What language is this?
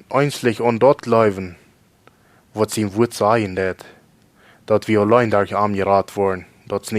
Plautdietsch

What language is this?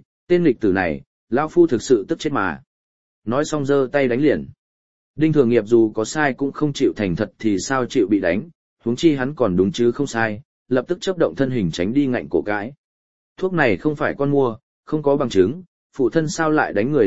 Vietnamese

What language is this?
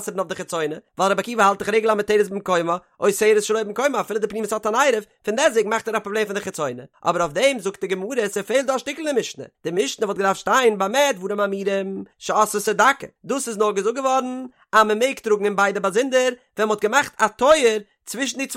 Yiddish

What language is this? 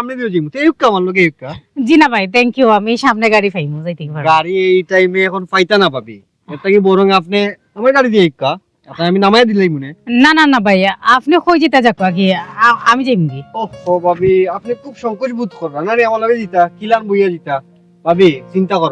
Sylheti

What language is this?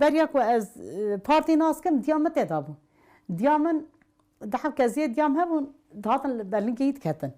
Kurdish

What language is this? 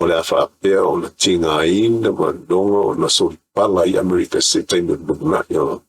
Samoan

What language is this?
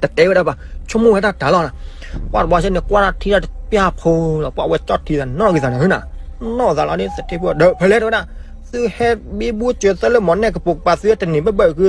S'gaw Karen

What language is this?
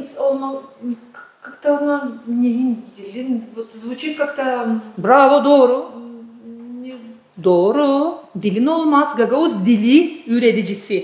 Gagauz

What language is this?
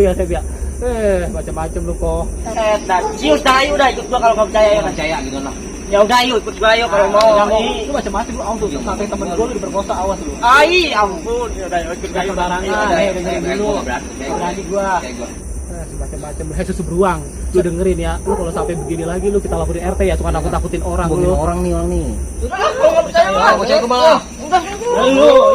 Betawi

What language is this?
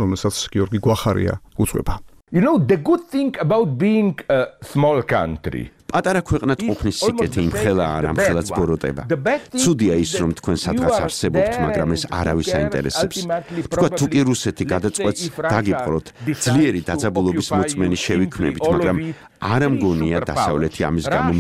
Georgian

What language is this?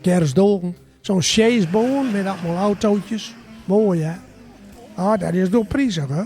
Gronings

